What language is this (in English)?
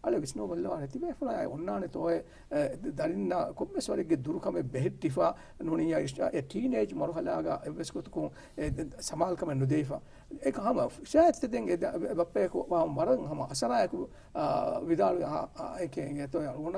Divehi